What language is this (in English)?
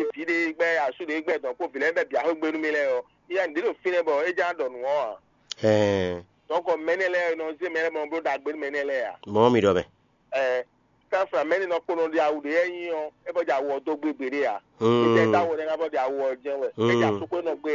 Fon